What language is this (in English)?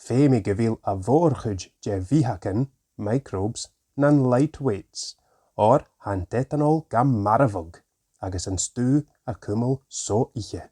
Scottish Gaelic